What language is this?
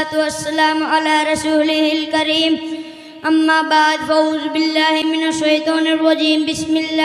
Hindi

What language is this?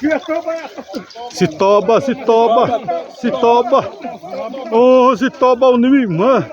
Xavánte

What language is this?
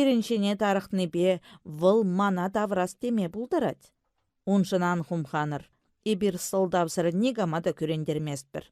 Chuvash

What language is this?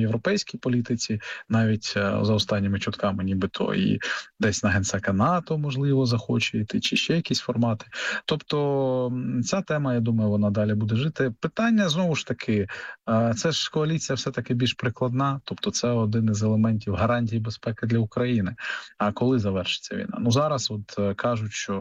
Ukrainian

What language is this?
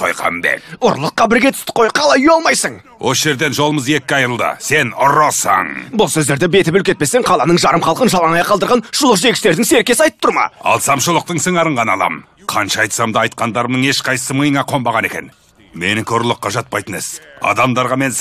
Kazakh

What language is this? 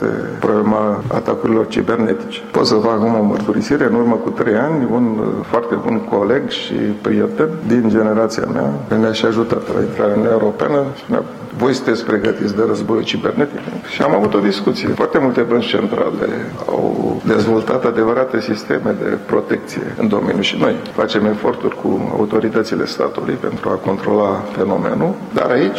Romanian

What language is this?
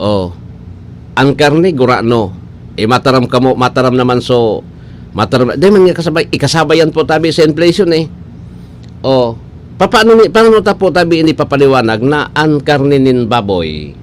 Bikol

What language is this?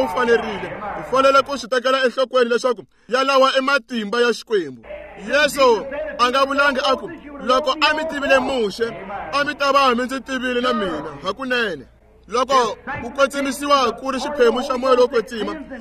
Tsonga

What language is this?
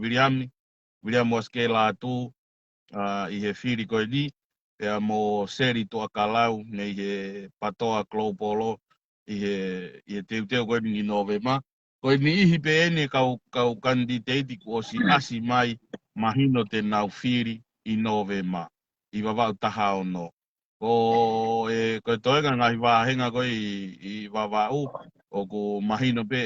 Tongan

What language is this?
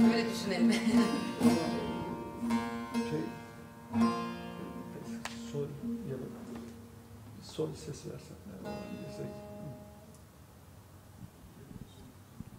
Turkish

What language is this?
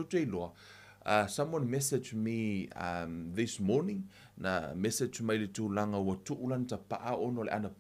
Samoan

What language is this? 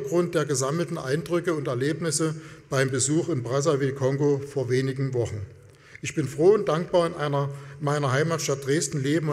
German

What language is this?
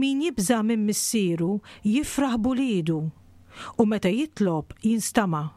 Maltese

